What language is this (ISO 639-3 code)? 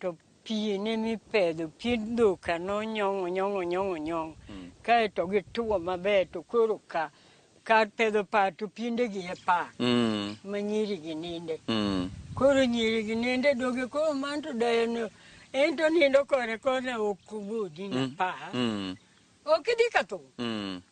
luo